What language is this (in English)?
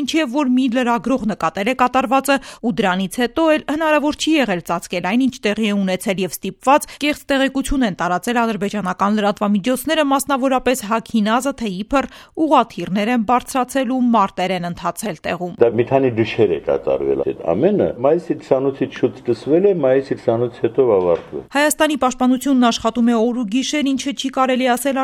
Armenian